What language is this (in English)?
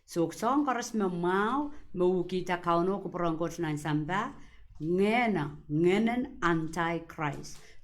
Pohnpeian